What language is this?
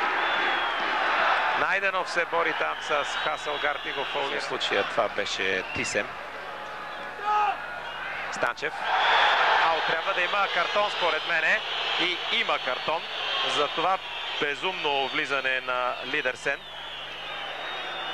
Bulgarian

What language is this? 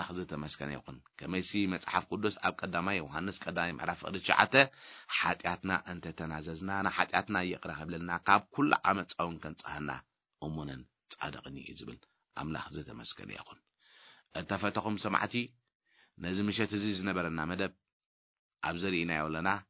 Tigrinya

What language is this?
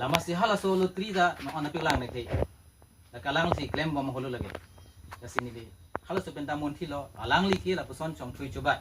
Karbi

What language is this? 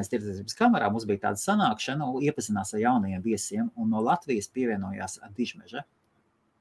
Latvian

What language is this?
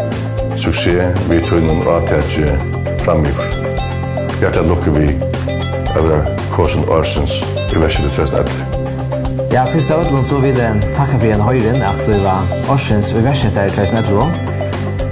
Faroese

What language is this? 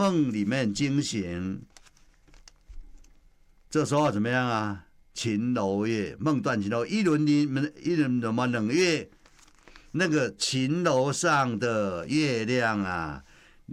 Chinese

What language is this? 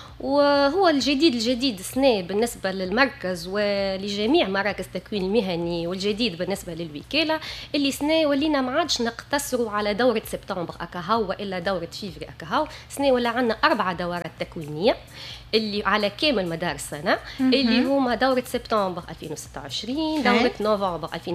Tunisian Arabic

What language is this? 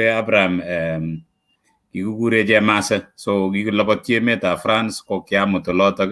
Kalenjin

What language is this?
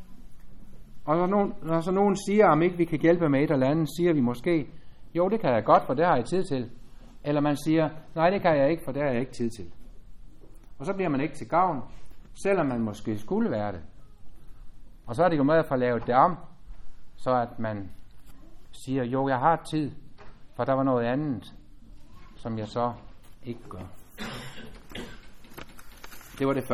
Danish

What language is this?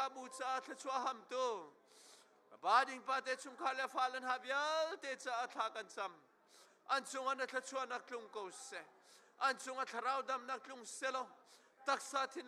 Hakha Chin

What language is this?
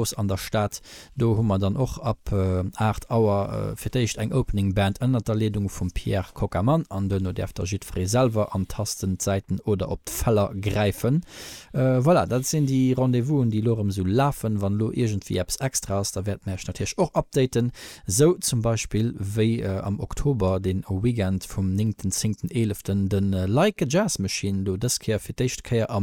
Luxembourgish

